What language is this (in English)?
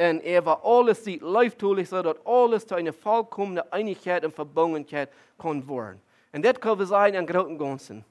Plautdietsch